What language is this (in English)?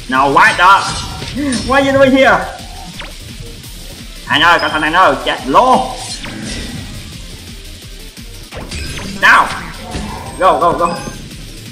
Vietnamese